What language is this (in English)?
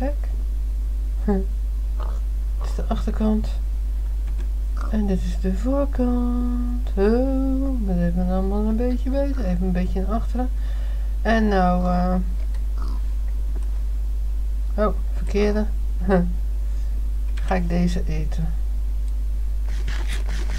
Dutch